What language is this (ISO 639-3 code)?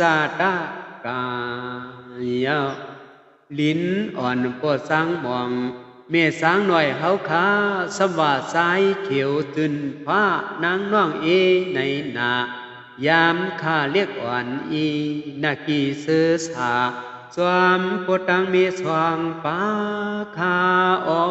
shn